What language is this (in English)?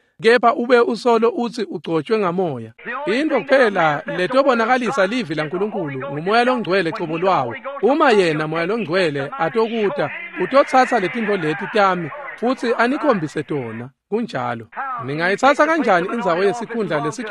Swati